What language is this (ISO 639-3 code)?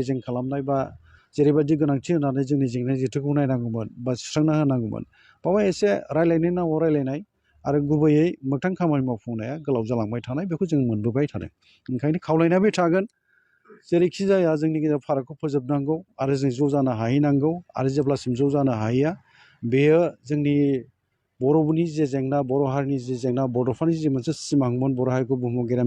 brx